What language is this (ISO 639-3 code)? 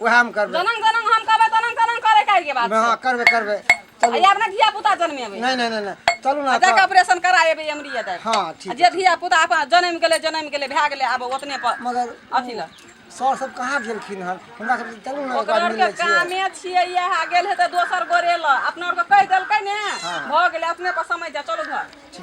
mai